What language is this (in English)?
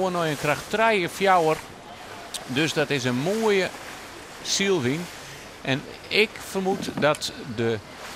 Western Frisian